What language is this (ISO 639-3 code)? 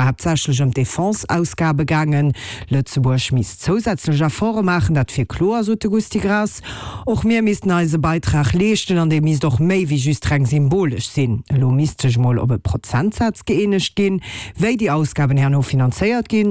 ltz